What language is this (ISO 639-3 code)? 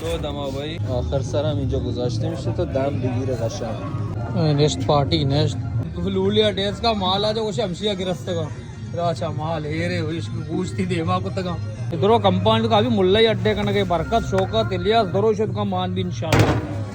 bal